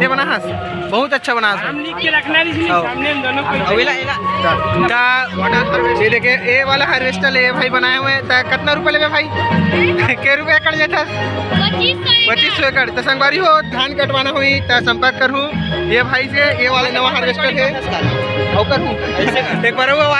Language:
Chhattisgarhi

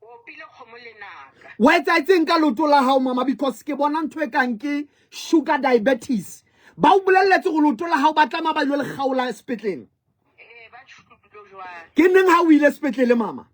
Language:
Southern Sotho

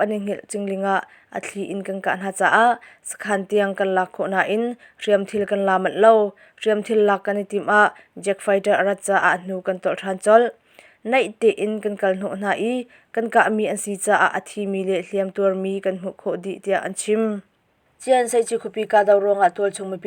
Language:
Hakha Chin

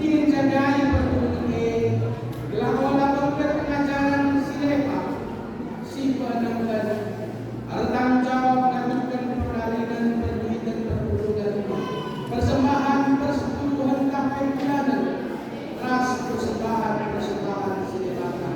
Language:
Batak Karo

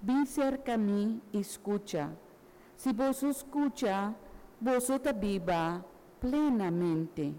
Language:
Papiamento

